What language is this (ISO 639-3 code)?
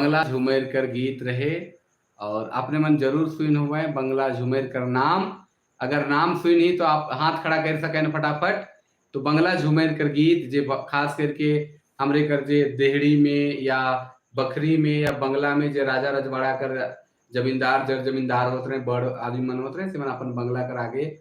sck